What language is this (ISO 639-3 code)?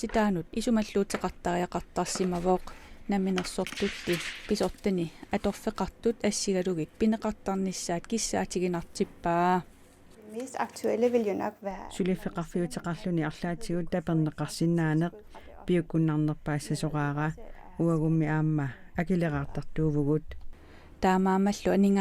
kal